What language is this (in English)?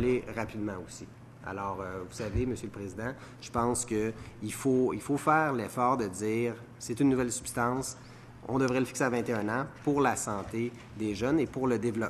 French